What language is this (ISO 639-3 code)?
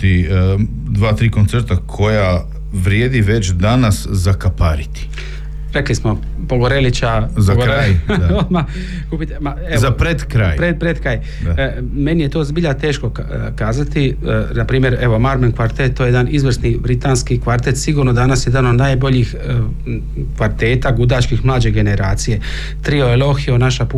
hrv